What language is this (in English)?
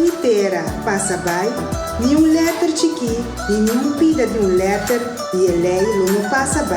Papiamento